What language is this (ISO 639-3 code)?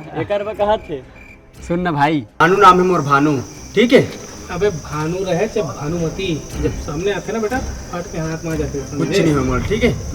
hne